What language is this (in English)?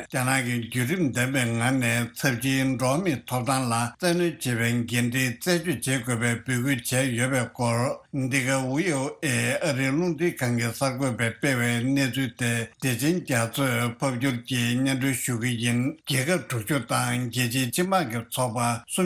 Tibetan